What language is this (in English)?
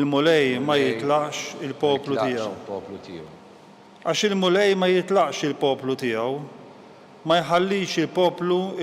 Maltese